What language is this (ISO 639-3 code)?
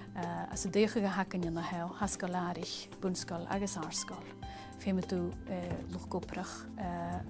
gla